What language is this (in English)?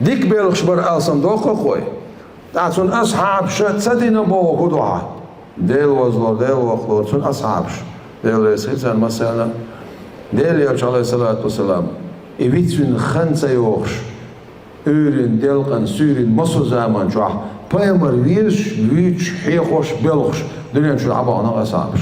Chechen